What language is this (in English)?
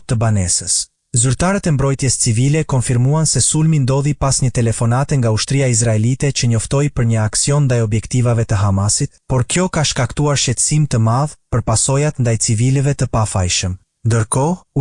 Albanian